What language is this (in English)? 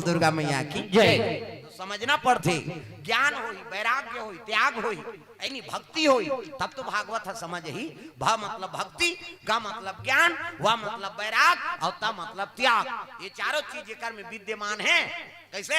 Chhattisgarhi